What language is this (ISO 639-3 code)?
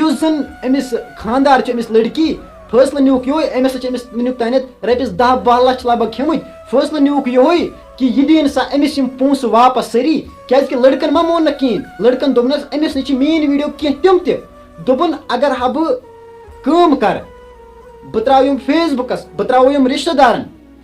kas